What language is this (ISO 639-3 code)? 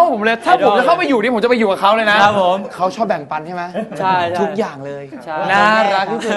tha